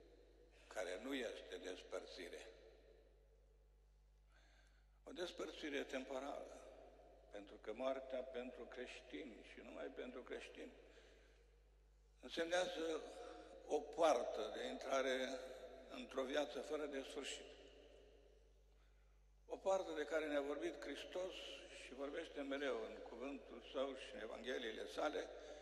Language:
Romanian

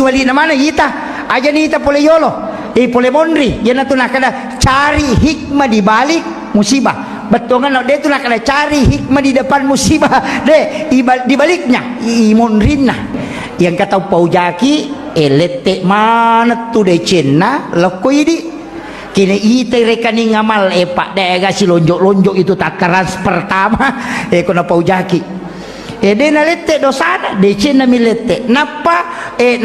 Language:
Buginese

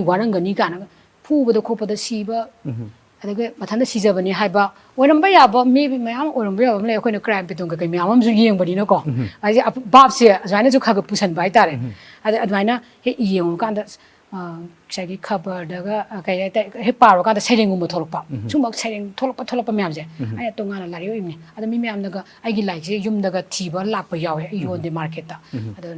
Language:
Manipuri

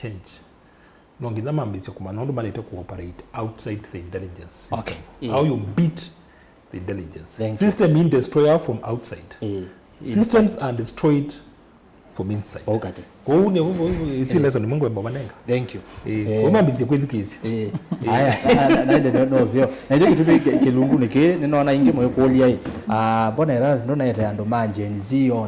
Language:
Kamba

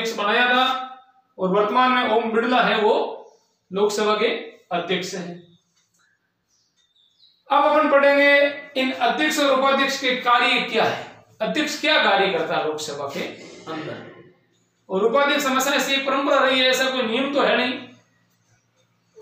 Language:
Hindi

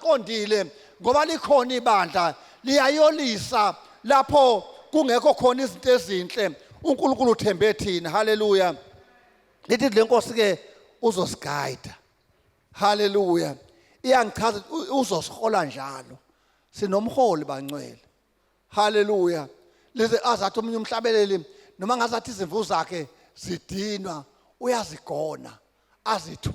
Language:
Zulu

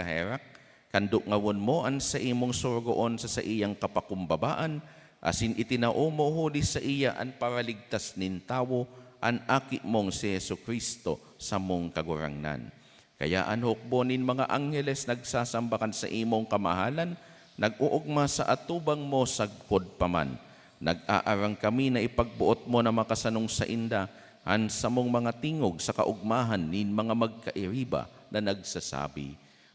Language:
Bikol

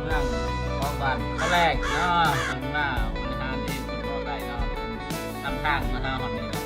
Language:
Lao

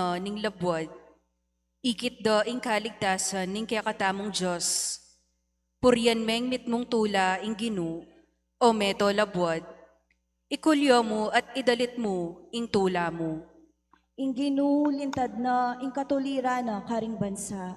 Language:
Pampanga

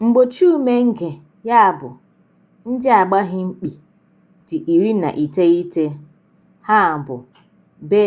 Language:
Igbo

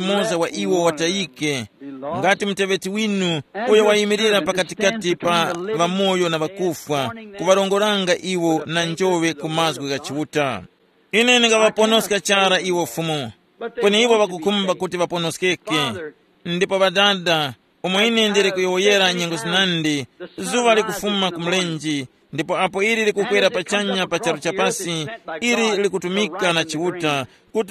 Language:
Tumbuka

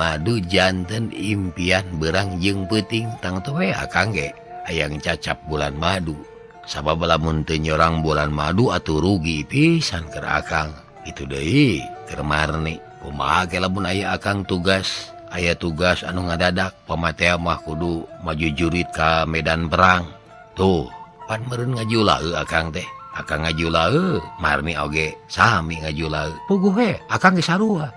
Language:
Sundanese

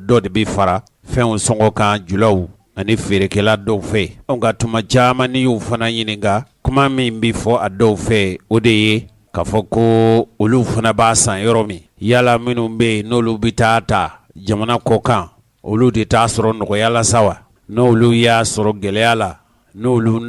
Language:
Bambara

